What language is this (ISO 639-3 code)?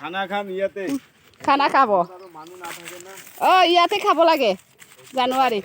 brx